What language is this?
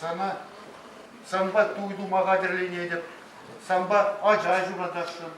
Chuvash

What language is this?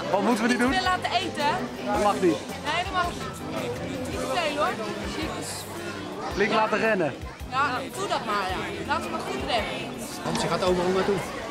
Dutch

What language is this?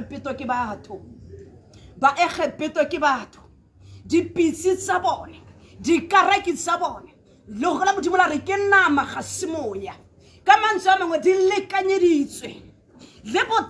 Tswana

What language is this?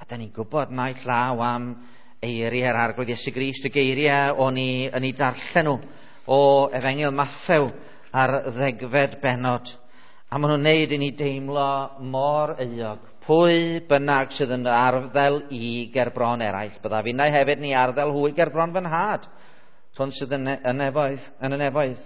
Welsh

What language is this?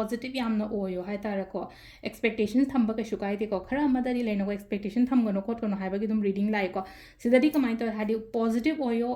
Manipuri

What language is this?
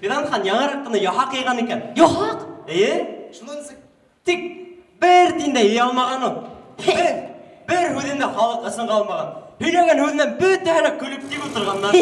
Bashkir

